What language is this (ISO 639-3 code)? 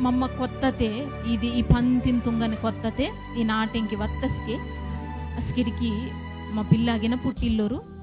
kff